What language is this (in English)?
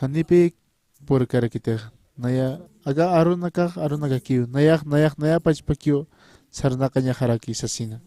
Aymara